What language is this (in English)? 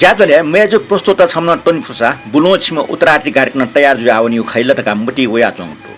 Newari